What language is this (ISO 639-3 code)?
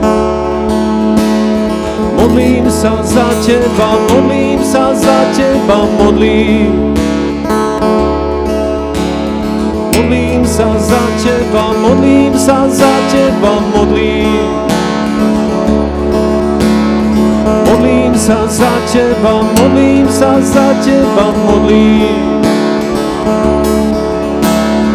slk